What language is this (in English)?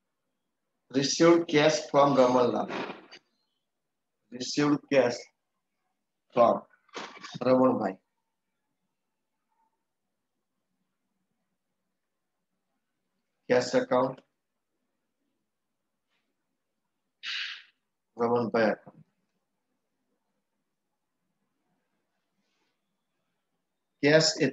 Gujarati